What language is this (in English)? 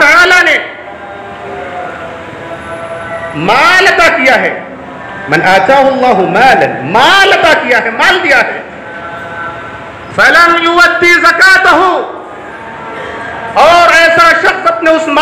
Urdu